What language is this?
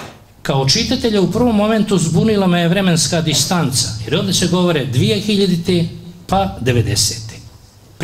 Bosnian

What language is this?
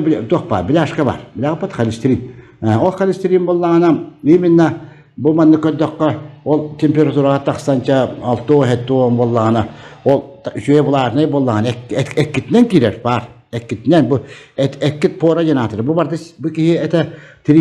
Yakut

